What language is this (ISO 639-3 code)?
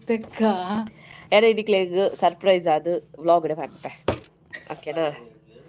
tcy